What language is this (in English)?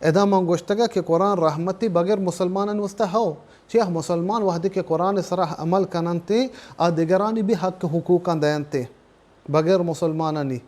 Baluchi